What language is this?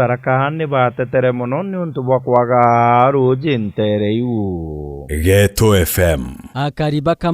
Meru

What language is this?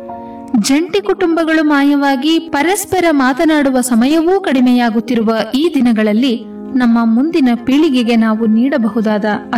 Kannada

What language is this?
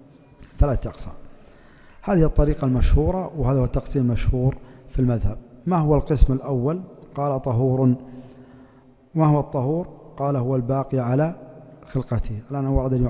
Arabic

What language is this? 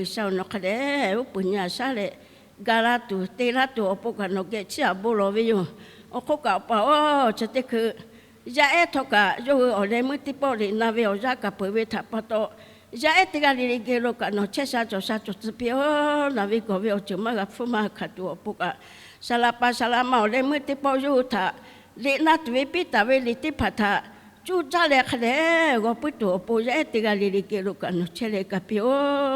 Lahu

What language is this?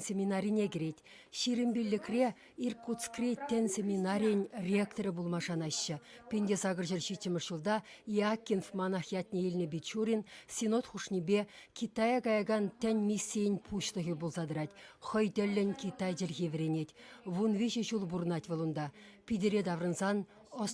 Chuvash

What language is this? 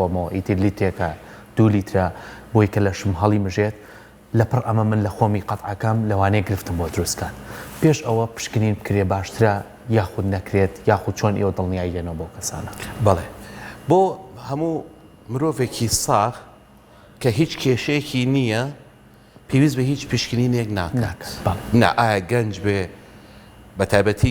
Central Kurdish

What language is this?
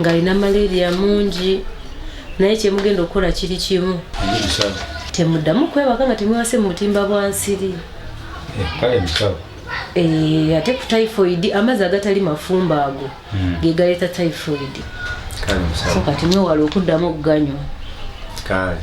Ganda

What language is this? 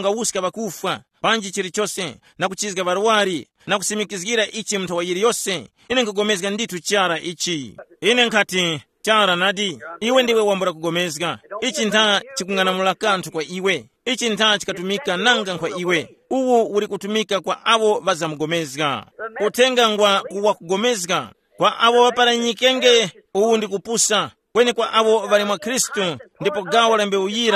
Tumbuka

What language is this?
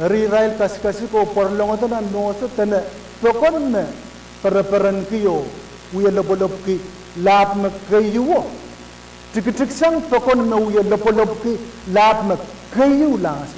Pohnpeian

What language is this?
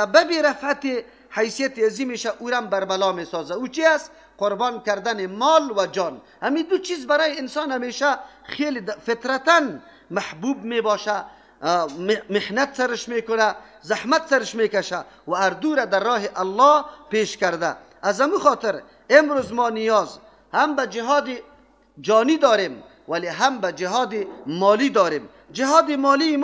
Persian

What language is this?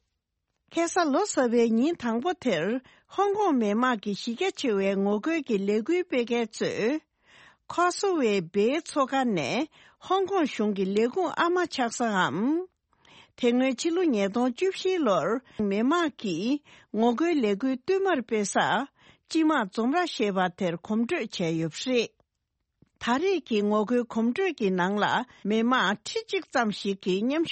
Tibetan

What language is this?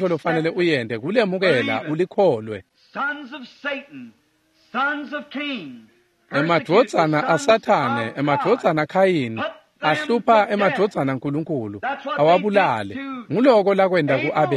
Swati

